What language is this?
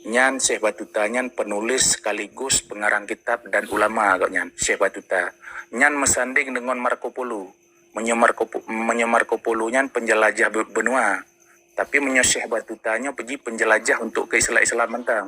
Achinese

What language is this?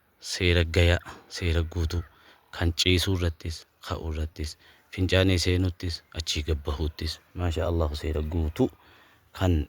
Oromo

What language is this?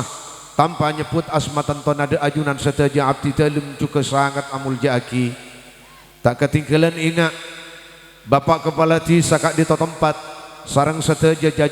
Madurese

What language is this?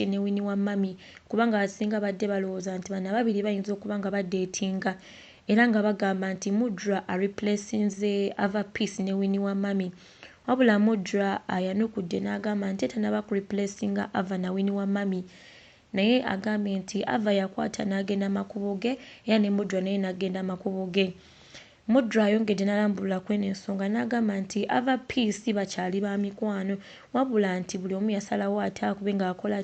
Ganda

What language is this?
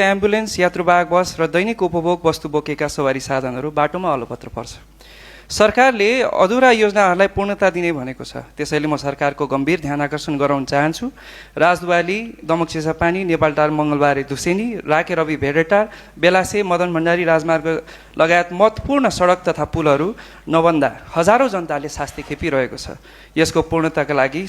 Nepali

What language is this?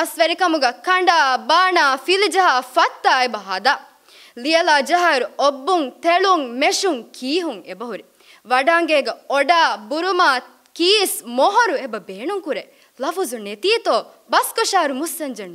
Divehi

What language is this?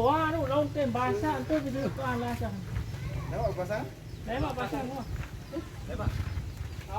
Sasak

